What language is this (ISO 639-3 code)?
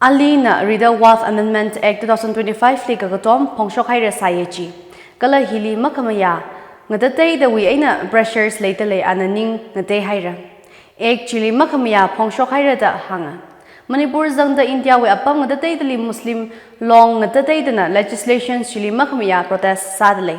nmf